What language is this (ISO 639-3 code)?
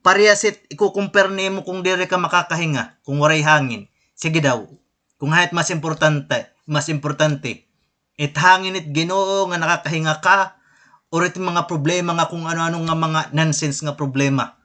war